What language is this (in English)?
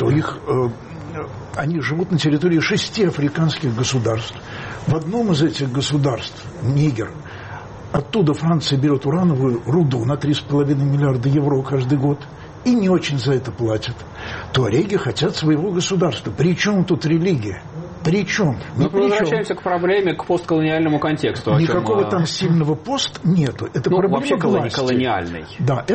Russian